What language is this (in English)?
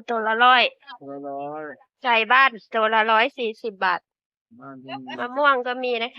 Northeastern Thai